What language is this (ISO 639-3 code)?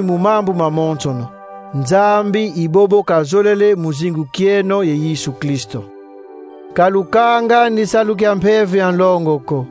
kon